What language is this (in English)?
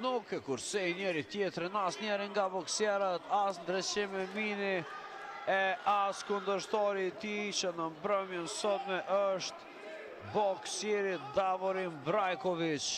Albanian